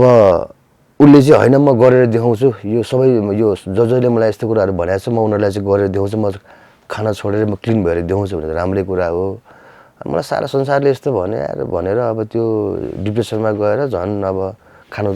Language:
Nepali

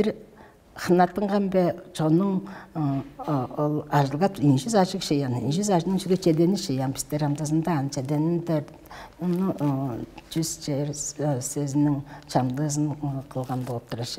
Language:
Tuvinian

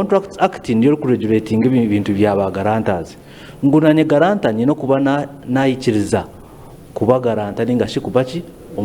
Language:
Nyankole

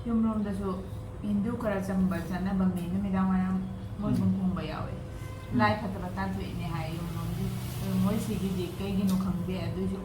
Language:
Manipuri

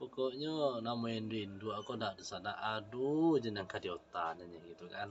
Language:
Minangkabau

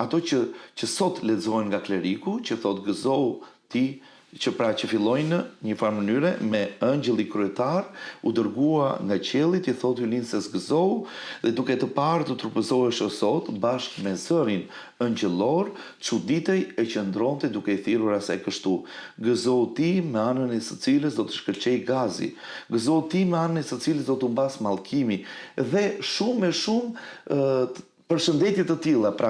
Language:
Albanian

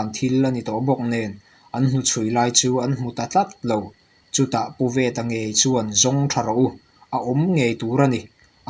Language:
Mizo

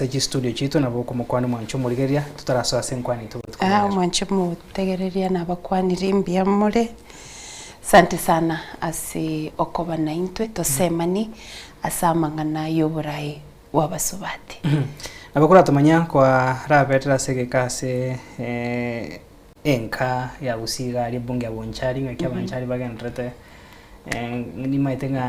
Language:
Gusii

